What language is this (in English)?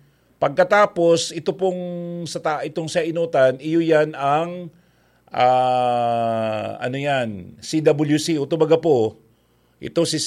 Bikol